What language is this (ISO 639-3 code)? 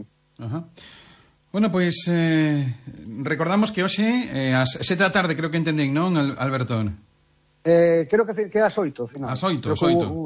glg